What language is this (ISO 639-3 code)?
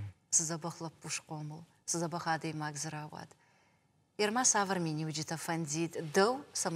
oss